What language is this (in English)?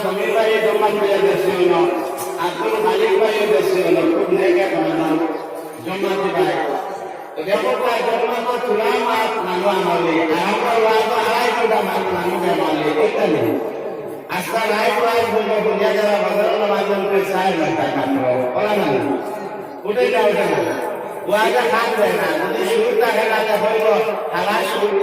Sylheti